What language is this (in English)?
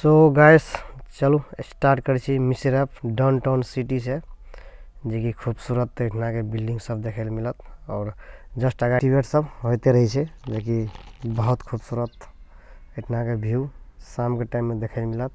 Maithili